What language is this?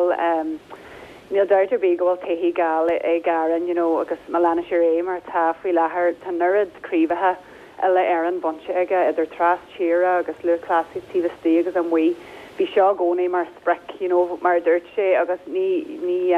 Irish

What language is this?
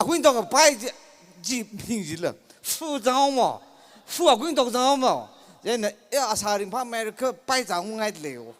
Tangkhul Naga (India)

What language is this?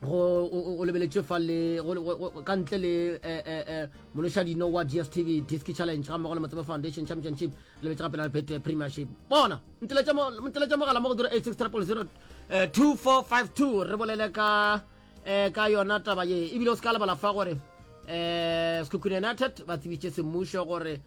Northern Sotho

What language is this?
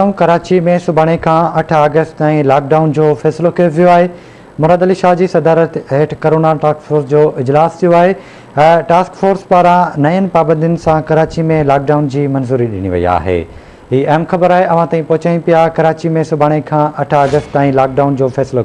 Sindhi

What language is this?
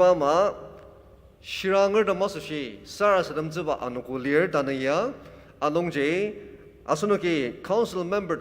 Ao Naga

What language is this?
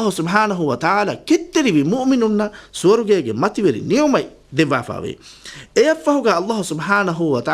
Divehi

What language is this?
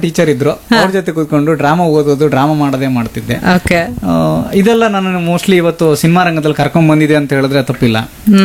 Kannada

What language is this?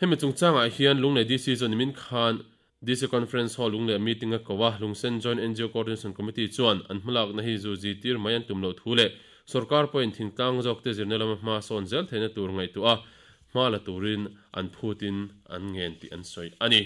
Mizo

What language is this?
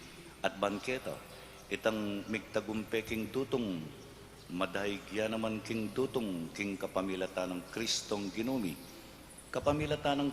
Pampanga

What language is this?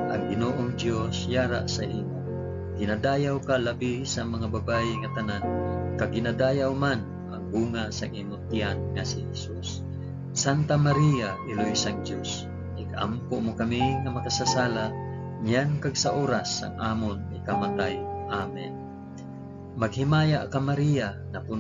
Hiligaynon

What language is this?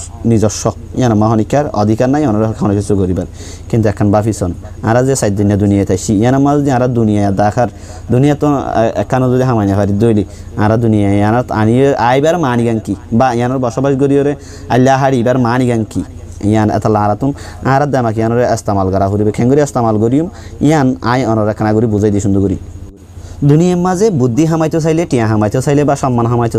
Rohingya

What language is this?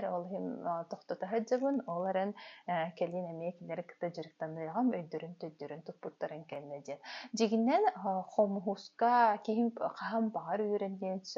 Yakut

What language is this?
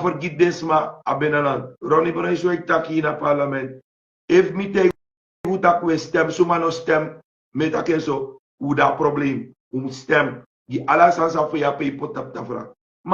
Sranan Tongo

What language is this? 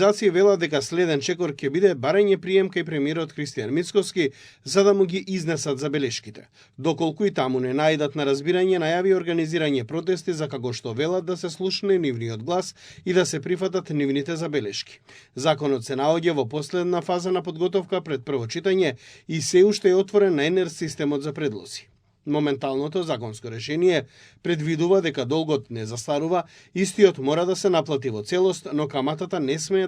Macedonian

